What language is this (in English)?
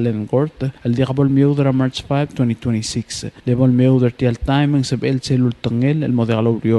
Palauan